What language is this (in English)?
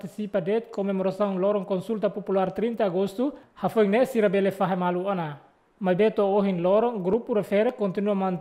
Tetum